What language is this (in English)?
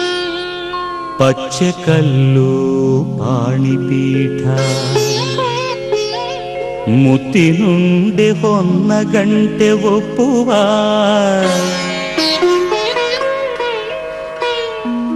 Kannada